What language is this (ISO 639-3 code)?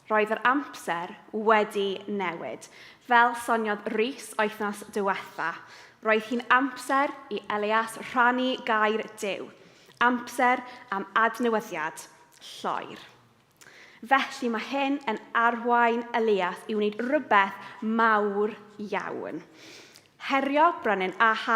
cym